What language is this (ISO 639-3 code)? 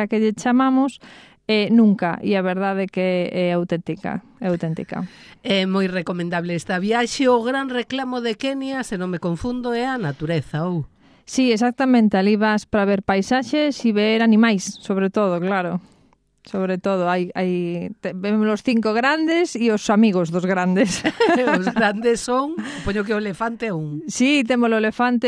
glg